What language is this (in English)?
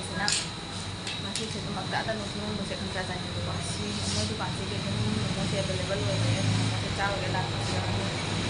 Manipuri